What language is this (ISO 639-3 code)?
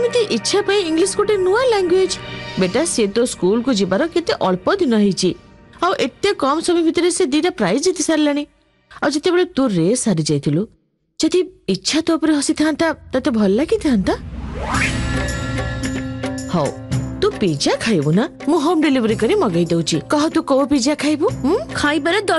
ori